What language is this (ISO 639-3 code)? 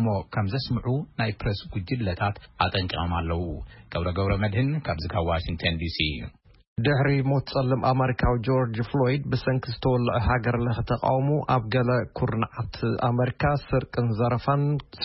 tir